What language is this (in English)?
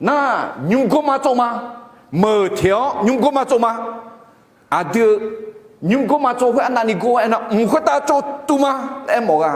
Akha